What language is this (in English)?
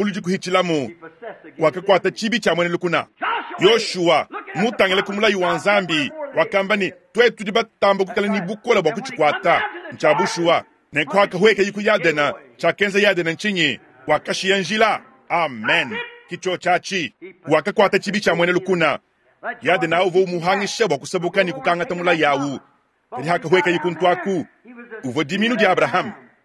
Luba-Lulua